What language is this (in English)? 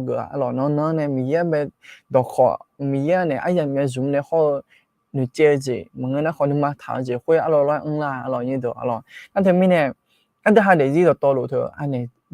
Akha